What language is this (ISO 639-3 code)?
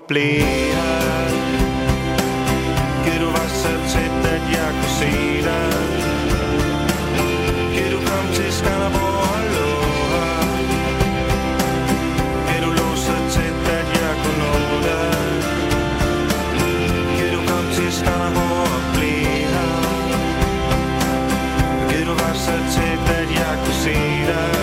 dan